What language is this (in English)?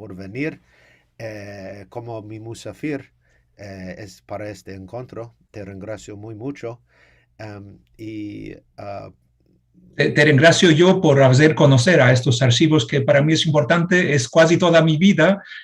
Ladino